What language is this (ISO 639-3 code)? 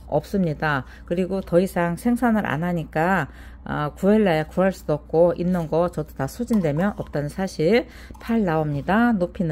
kor